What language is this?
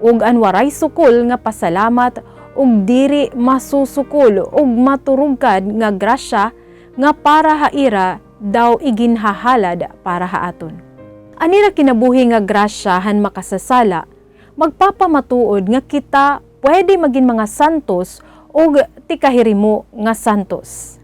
Waray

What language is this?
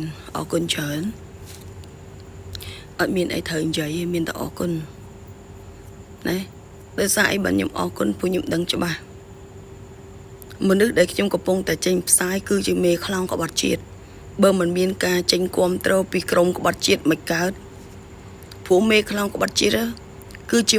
Khmer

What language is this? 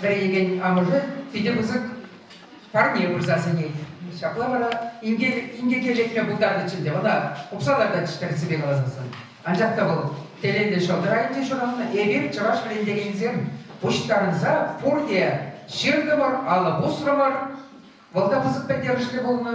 Chuvash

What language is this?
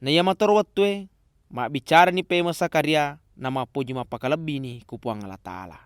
Buginese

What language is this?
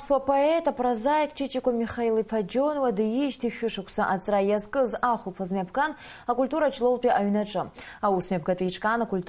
Abkhazian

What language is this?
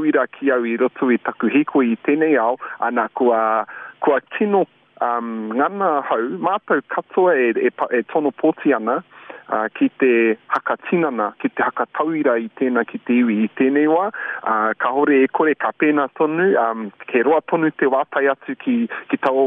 Māori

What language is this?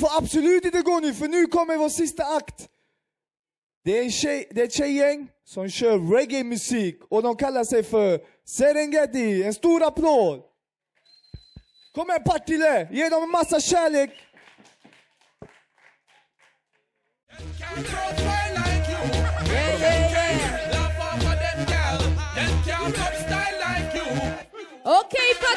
Swedish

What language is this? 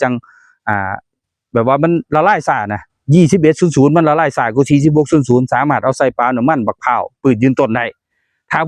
Northeastern Thai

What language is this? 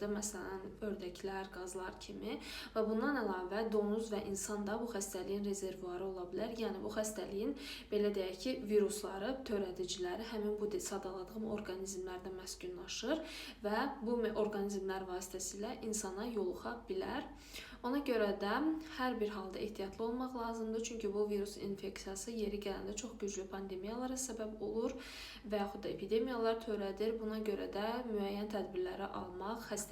Azerbaijani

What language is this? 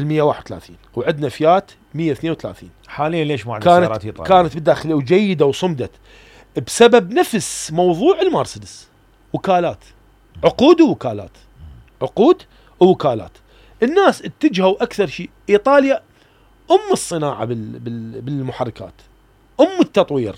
Mesopotamian Arabic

